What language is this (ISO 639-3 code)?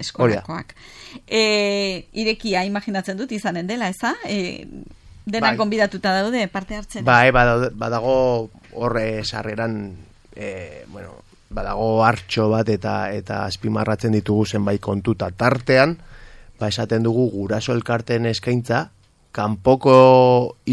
eus